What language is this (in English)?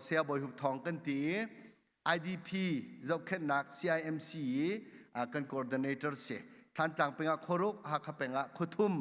Hakha Chin